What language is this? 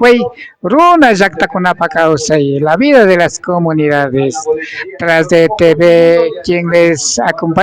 Imbabura Highland Quichua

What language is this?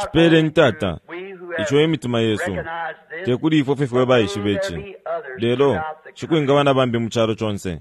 Bemba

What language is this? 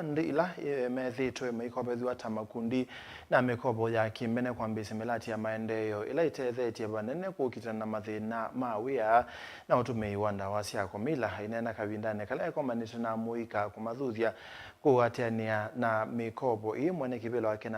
Kamba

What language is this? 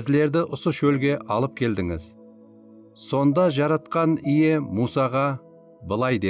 Kara-Kalpak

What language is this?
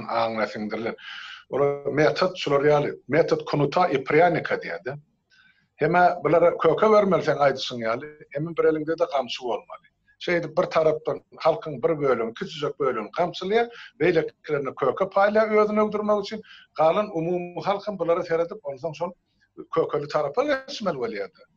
Turkmen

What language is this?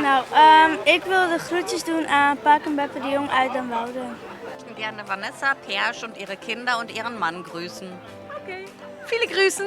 Western Frisian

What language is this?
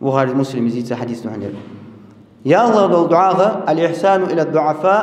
Ingush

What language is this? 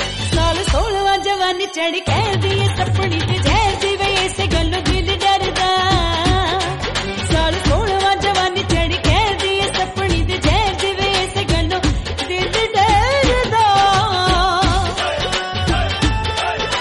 Punjabi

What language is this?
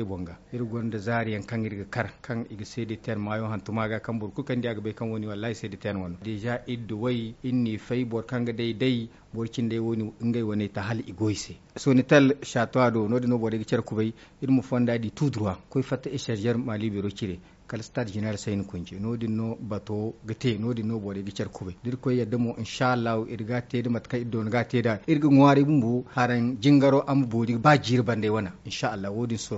Zarma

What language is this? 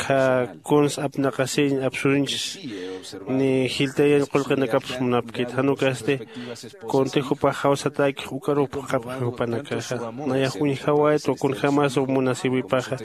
Aymara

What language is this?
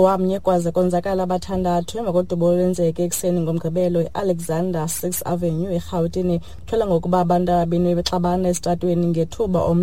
Xhosa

